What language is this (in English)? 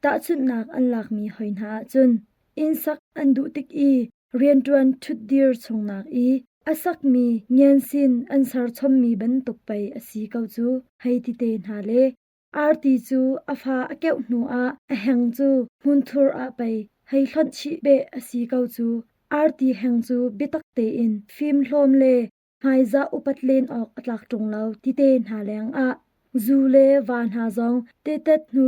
Hakha Chin